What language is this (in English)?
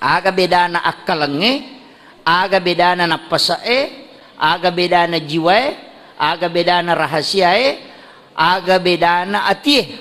Buginese